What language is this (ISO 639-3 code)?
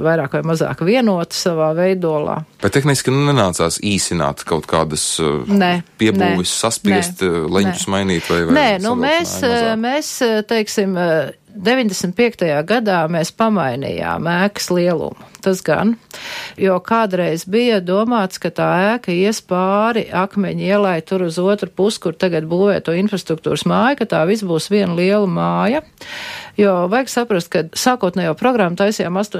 lav